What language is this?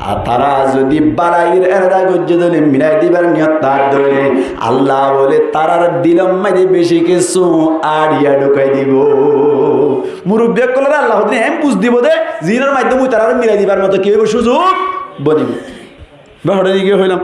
Rohingya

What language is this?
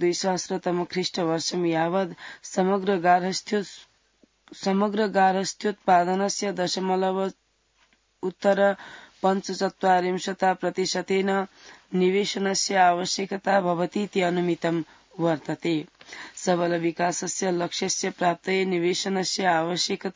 Sanskrit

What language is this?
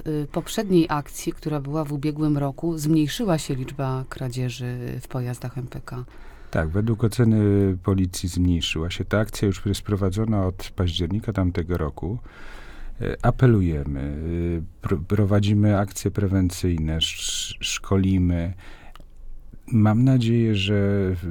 Polish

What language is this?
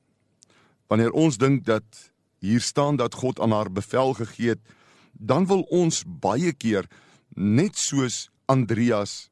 Afrikaans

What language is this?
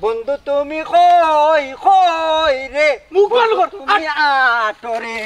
Sylheti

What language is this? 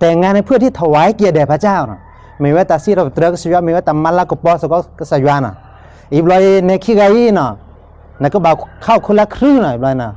S'gaw Karen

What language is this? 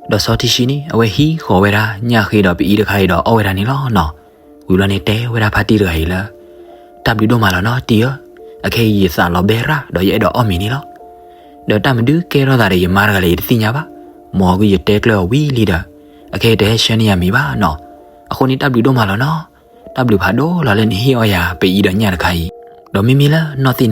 S'gaw Karen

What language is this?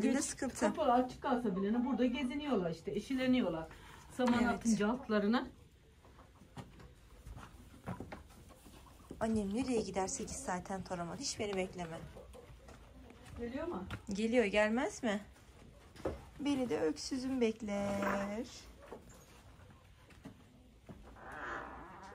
Turkish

